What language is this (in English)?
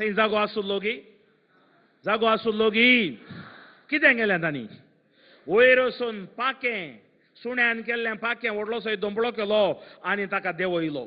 Konkani